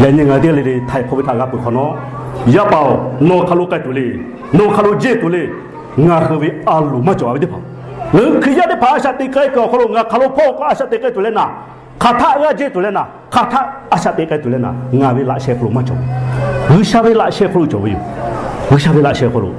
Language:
Lahu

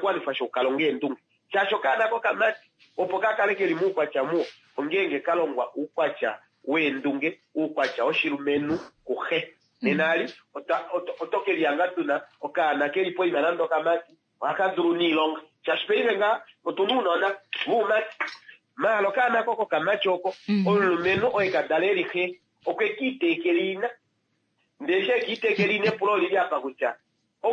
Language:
Kuanyama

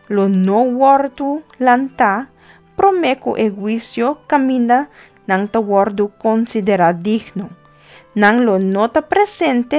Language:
Papiamento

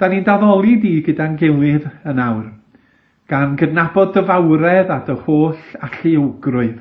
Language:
Welsh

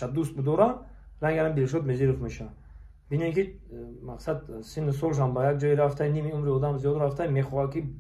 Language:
Tajik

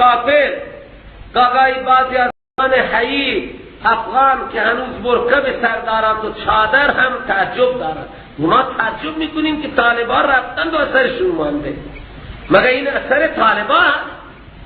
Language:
Persian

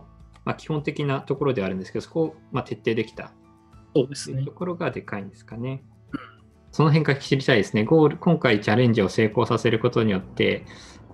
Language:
Japanese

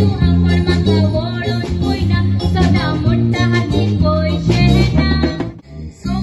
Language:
Konkani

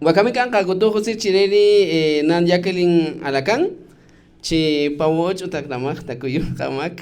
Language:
Kaqchikel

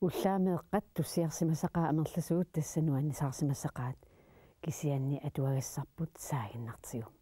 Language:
Kalaallisut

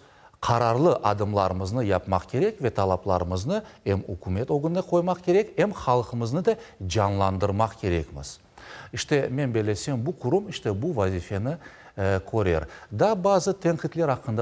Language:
Crimean Tatar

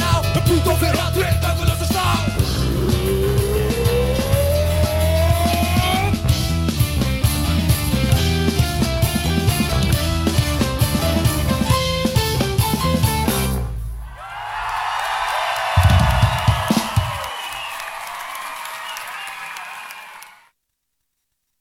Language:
Icelandic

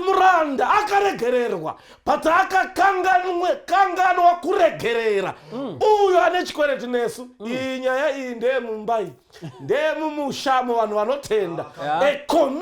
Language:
Shona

